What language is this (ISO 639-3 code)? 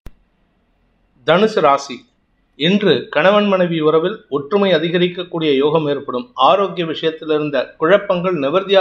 tam